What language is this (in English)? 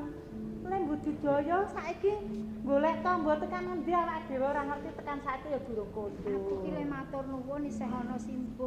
Javanese